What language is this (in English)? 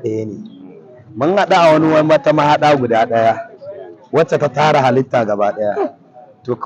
Hausa